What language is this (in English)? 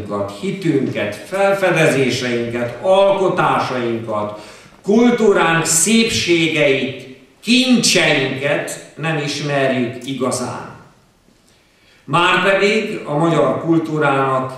Hungarian